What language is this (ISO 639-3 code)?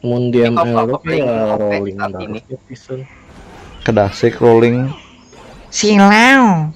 bjn